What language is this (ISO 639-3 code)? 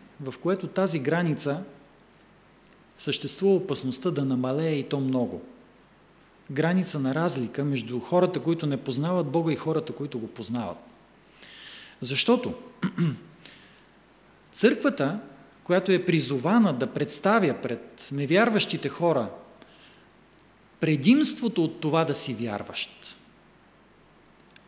bul